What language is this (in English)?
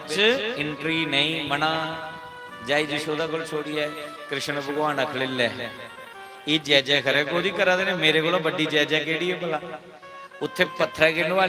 Dogri